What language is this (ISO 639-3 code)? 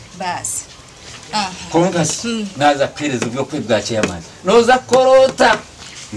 nyn